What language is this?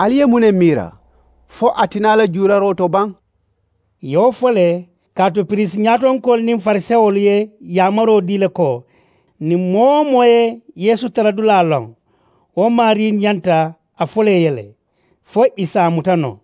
Mandingo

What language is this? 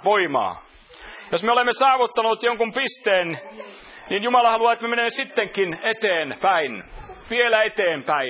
Finnish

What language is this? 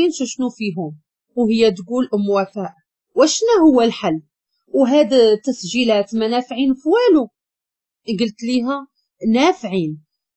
Moroccan Arabic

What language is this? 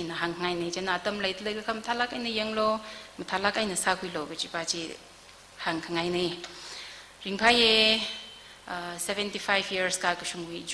Tangkhul Naga (India)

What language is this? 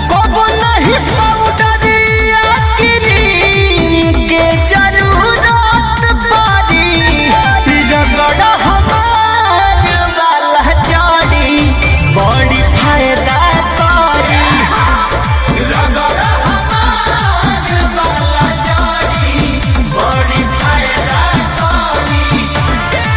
Bhojpuri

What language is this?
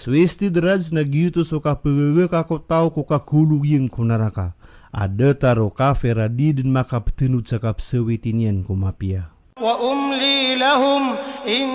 Maranao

